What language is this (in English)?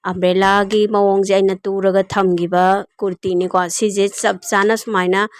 Manipuri